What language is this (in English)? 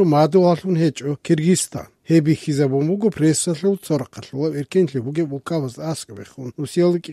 Avaric